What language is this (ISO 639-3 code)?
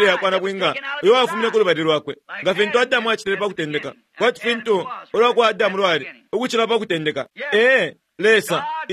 bem